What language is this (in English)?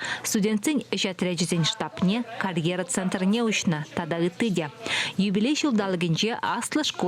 Chuvash